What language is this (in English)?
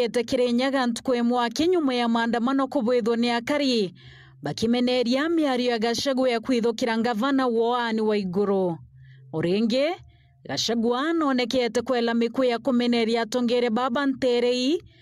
Meru